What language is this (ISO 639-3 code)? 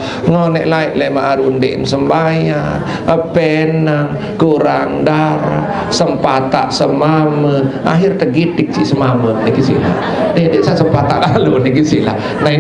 sas